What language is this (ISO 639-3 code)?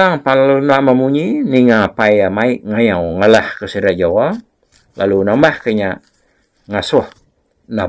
iba